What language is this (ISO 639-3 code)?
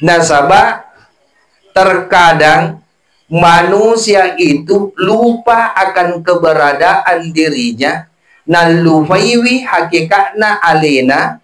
bug